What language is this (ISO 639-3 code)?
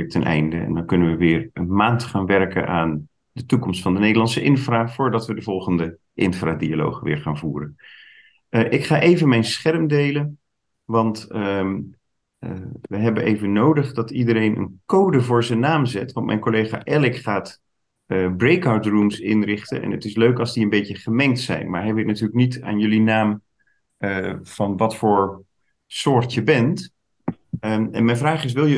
nld